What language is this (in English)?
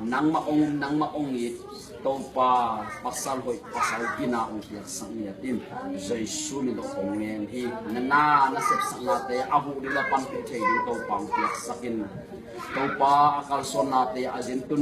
Tedim Chin